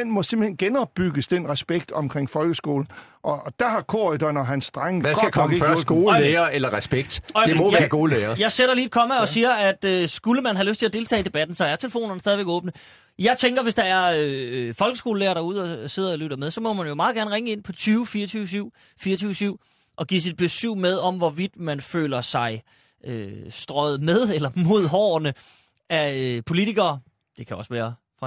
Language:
Danish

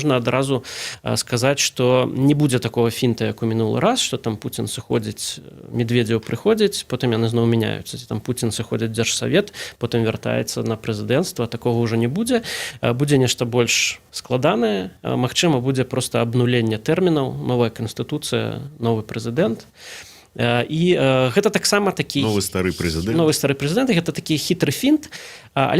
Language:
Belarusian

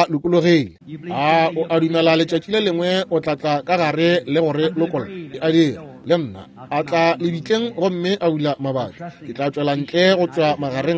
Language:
Northern Sotho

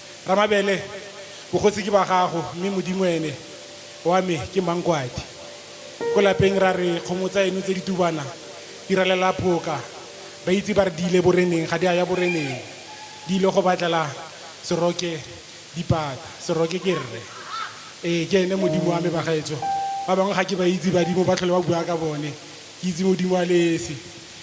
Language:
Tswana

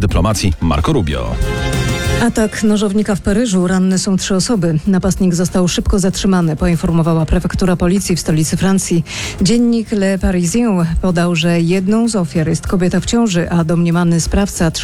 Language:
Polish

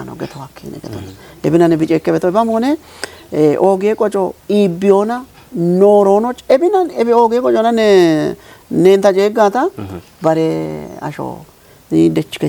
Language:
Kafa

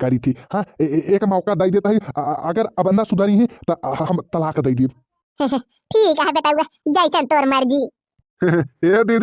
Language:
Bhojpuri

